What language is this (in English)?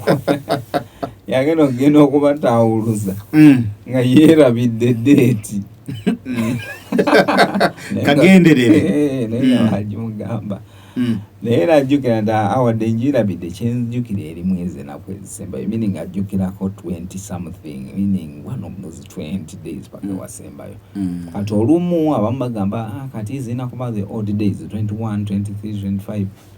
Ganda